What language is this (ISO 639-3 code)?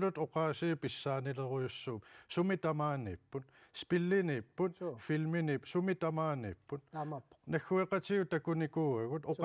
kal